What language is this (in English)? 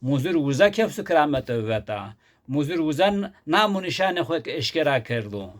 Zaza